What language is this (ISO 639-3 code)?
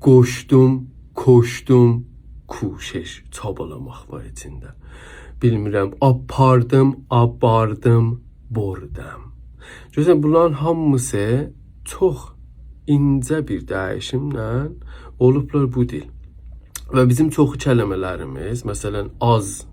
azb